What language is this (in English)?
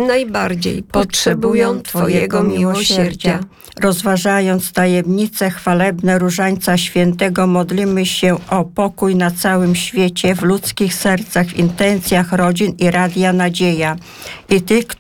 Polish